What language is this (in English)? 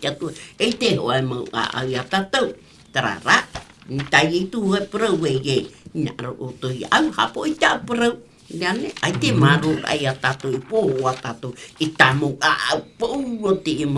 Tahitian